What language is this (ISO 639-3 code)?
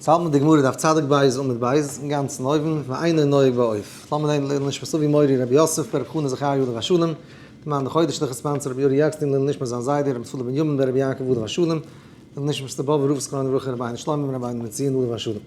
yid